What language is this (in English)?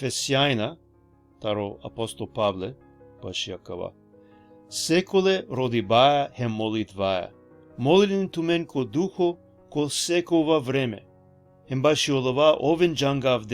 Balkan Romani